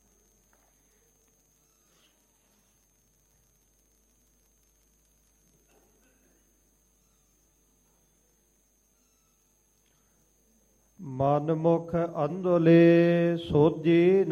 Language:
Punjabi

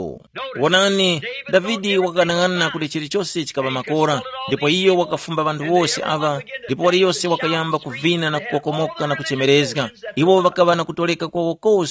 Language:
Tumbuka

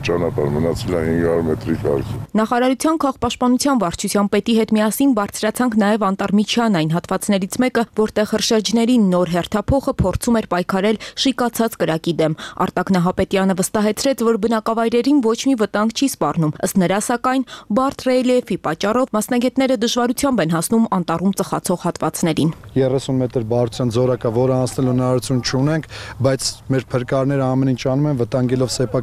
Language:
Armenian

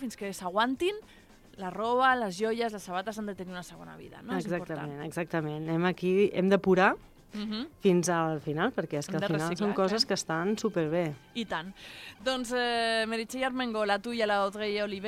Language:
Catalan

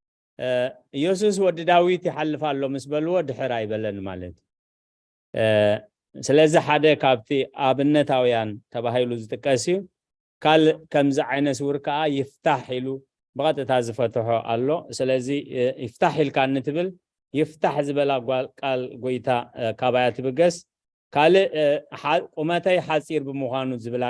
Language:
Tigrinya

